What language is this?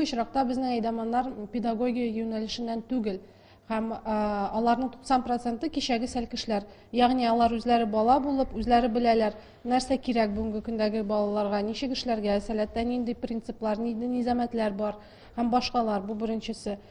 Tatar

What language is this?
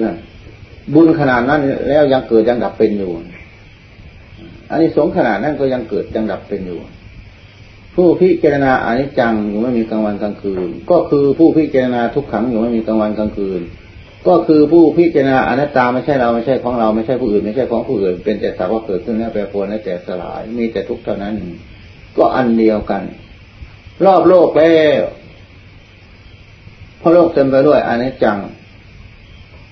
Thai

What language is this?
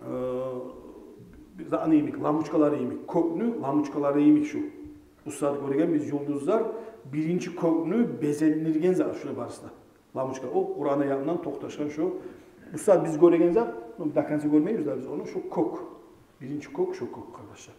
Kumyk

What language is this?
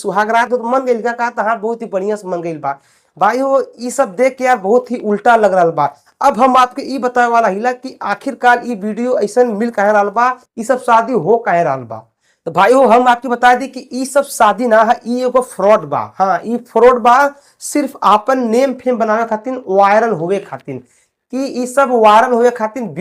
Bhojpuri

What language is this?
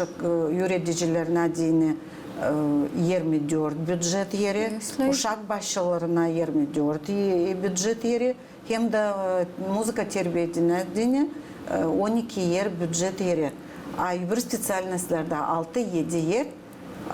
Gagauz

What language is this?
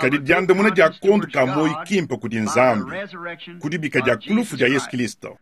Luba-Lulua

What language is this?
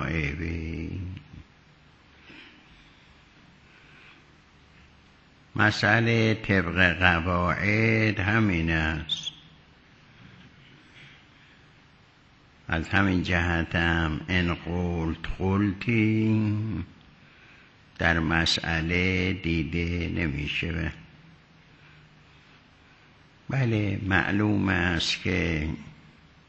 Persian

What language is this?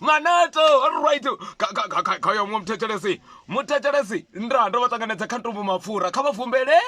Venda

